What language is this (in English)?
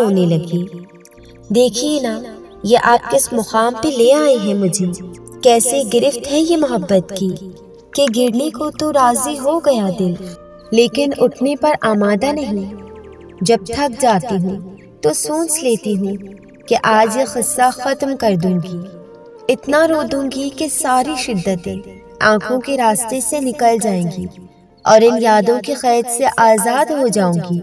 Urdu